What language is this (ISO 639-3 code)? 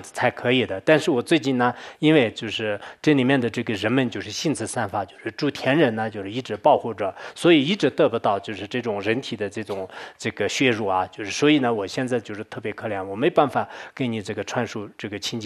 zho